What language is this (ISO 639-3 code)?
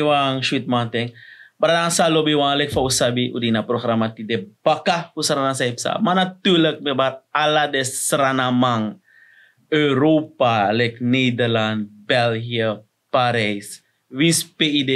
srn